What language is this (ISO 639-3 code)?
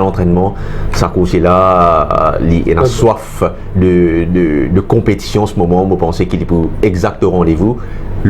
mfe